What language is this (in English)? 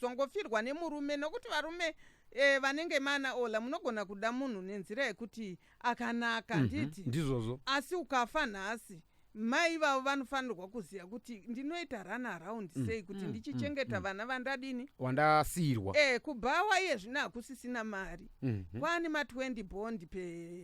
Shona